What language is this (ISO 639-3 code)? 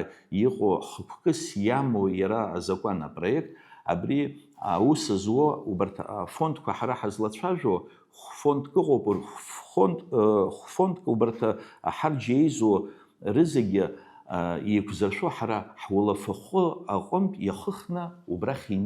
abk